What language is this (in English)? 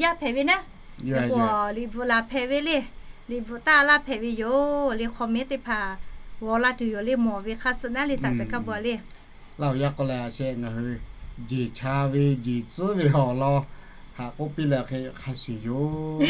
Lahu